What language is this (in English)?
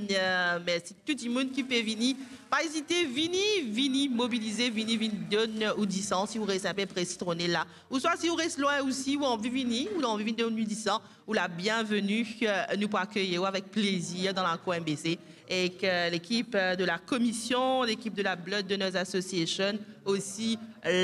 Morisyen